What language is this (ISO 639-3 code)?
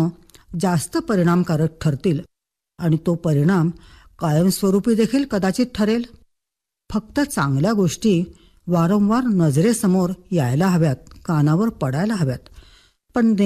mar